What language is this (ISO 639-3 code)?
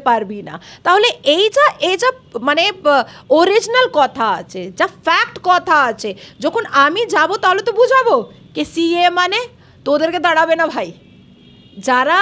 ben